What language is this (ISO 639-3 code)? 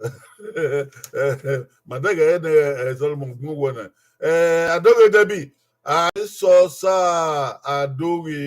bin